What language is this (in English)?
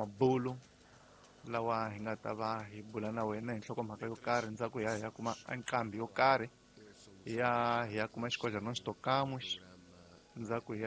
Tsonga